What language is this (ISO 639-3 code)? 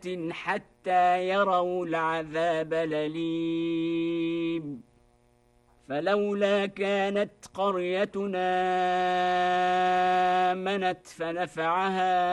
ara